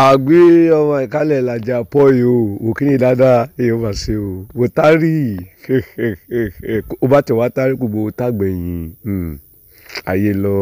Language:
Yoruba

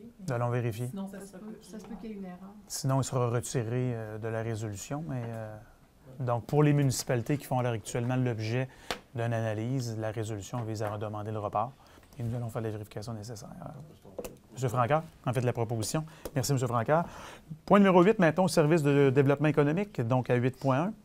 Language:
French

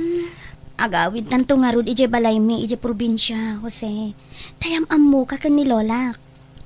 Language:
Iloko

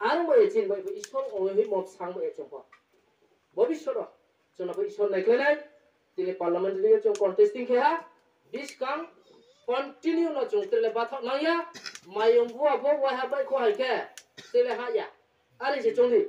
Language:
Riang (India)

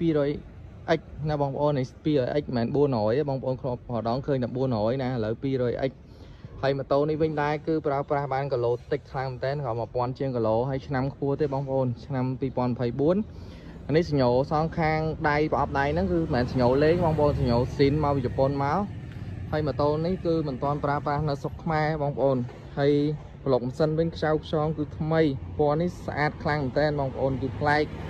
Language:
Khmer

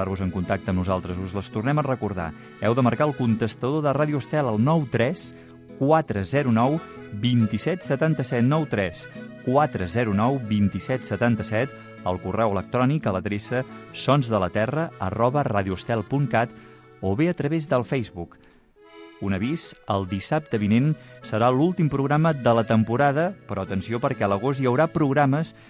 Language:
Catalan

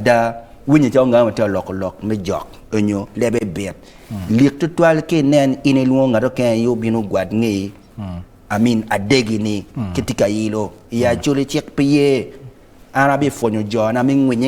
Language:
Acoli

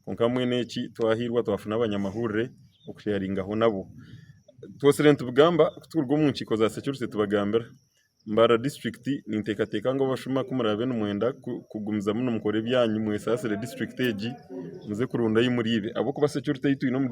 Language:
Nyankole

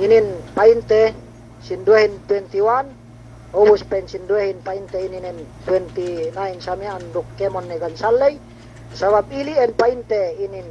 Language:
Yakan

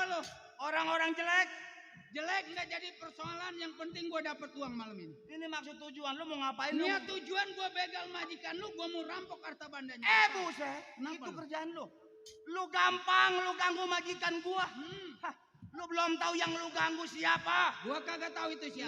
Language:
Betawi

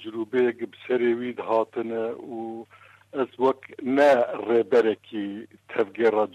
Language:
Kurdish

